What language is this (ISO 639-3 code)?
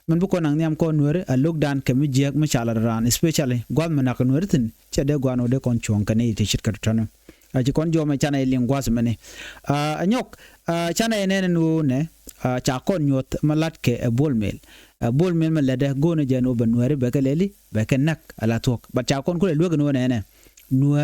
nus